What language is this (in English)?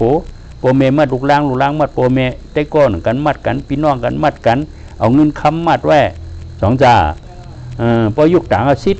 Shan